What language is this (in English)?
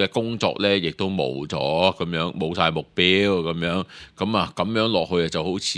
Cantonese